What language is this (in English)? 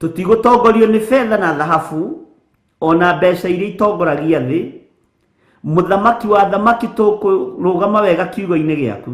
Kikuyu